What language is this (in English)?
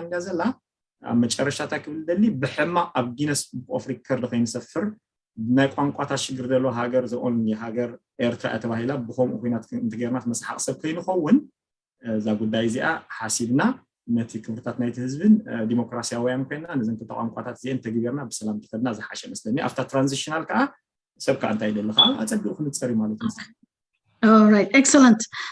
Tigrinya